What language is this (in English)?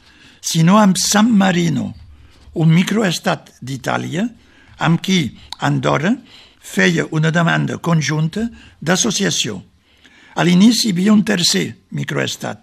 Catalan